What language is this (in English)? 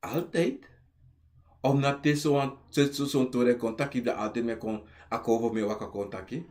Sranan Tongo